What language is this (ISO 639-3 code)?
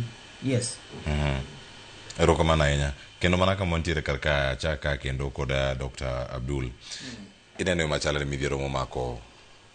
luo